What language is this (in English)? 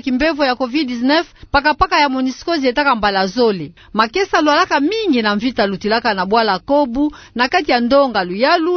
Kituba (Democratic Republic of Congo)